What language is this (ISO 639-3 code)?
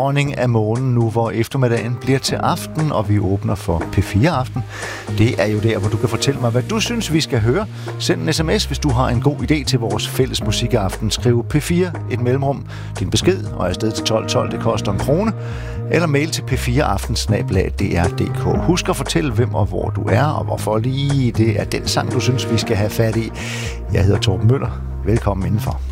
dan